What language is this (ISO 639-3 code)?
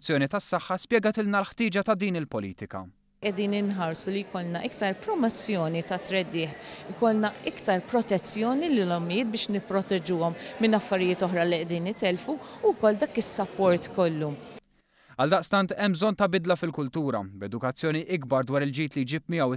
mlt